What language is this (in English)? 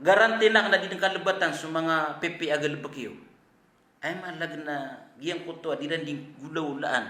Maranao